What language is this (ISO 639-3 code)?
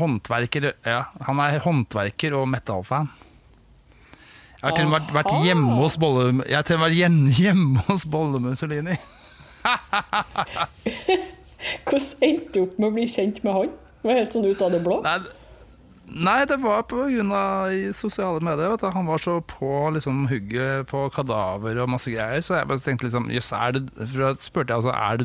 nor